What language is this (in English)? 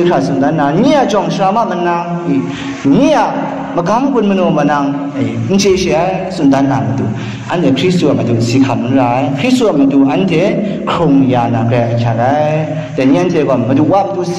Kachin